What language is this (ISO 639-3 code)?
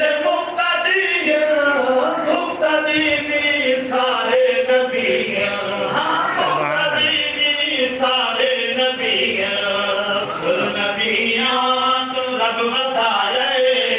skr